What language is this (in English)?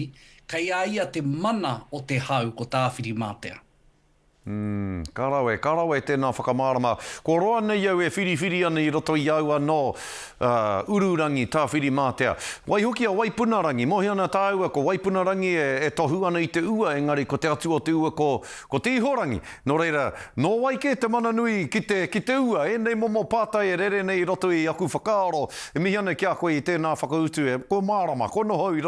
Māori